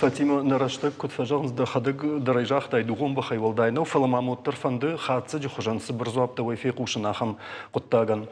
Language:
Ossetic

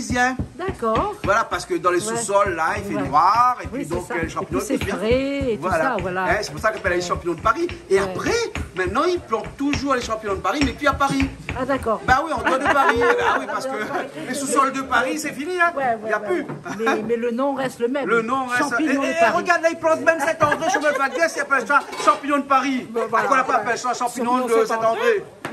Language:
Réunion Creole French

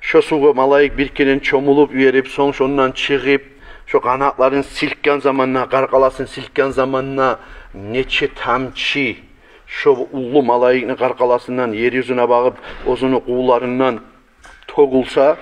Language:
Kumyk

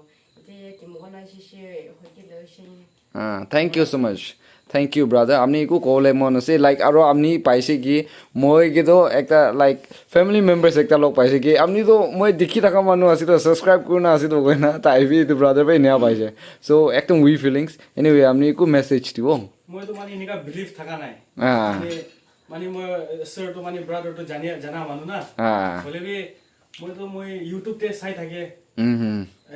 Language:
Naga Pidgin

